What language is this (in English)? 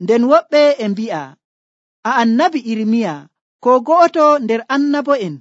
Nigerian Fulfulde